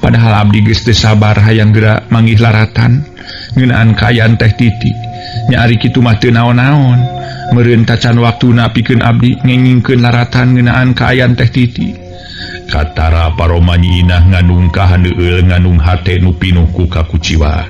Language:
Sundanese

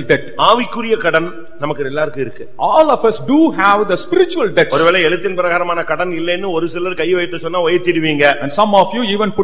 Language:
Tamil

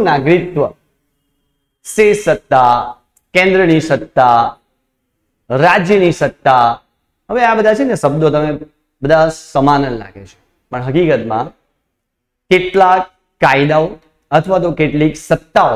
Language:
Gujarati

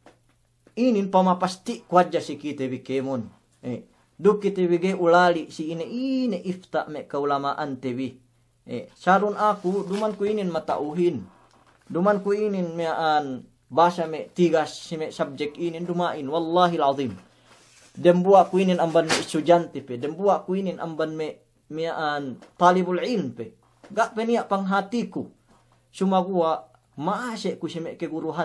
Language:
Yakan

